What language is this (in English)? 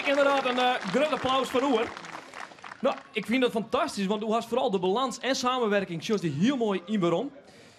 Western Frisian